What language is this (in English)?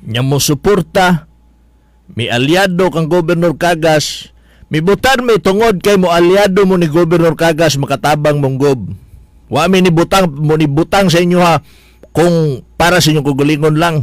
Cebuano